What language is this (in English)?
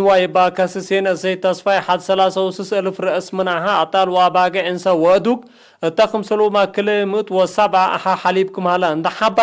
Tigre